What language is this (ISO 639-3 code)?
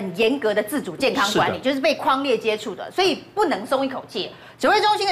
zho